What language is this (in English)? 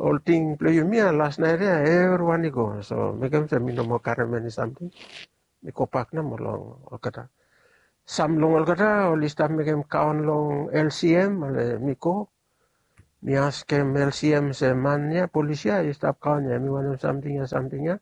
Bislama